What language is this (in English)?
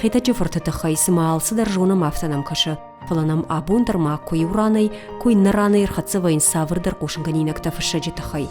Ossetic